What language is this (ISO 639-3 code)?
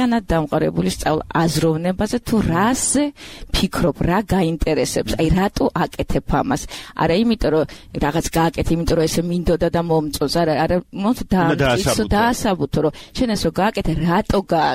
kat